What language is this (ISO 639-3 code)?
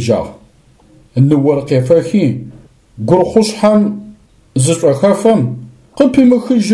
ady